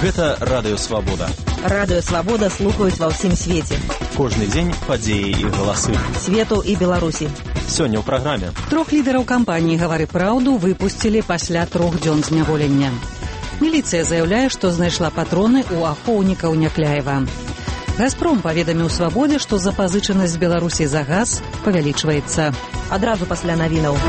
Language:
Belarusian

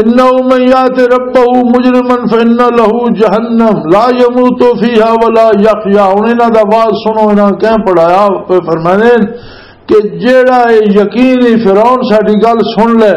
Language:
Western Panjabi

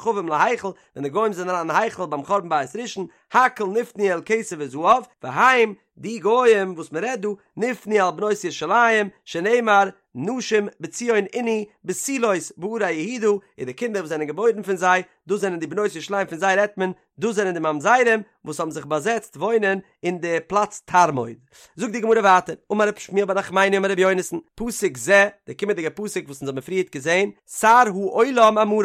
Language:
Yiddish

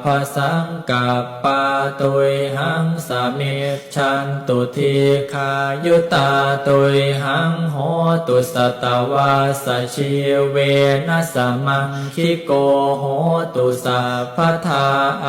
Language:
Pali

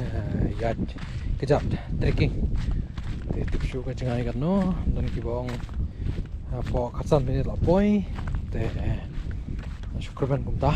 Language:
Khasi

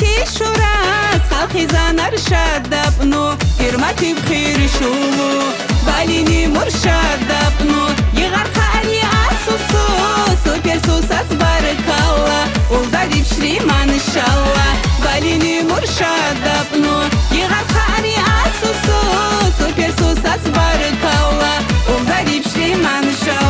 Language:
Tabassaran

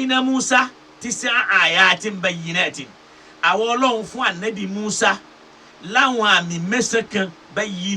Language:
Yoruba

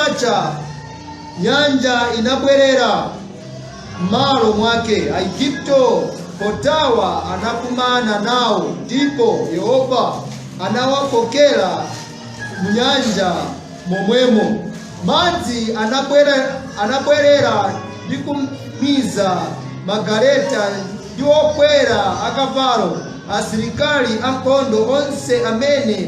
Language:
Nyanja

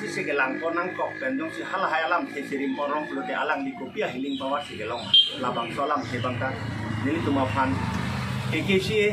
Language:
Karbi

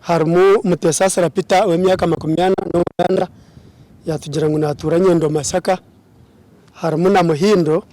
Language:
Nyankole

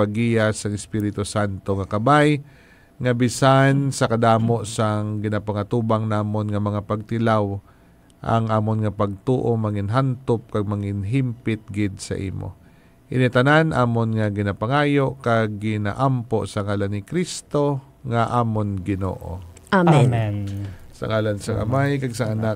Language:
Hiligaynon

